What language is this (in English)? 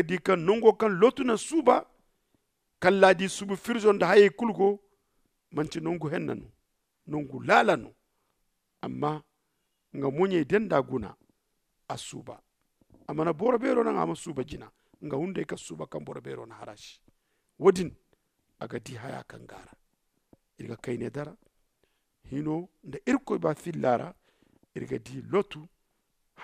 Zarma